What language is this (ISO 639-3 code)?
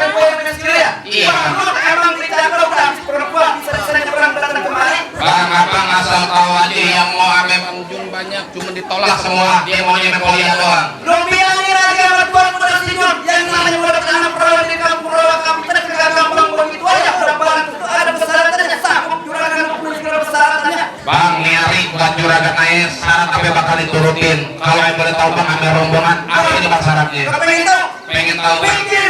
bew